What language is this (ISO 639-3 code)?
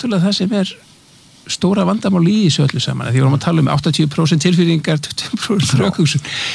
isl